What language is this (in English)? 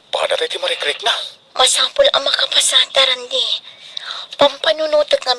Iloko